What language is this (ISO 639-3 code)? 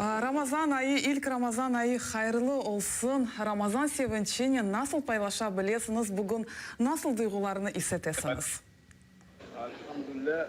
crh